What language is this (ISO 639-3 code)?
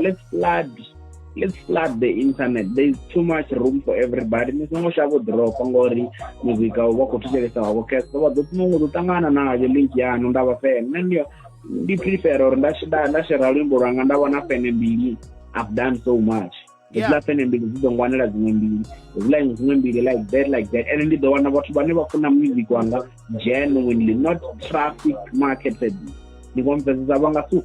ven